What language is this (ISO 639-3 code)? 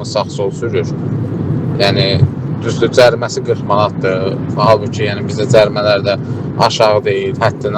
aze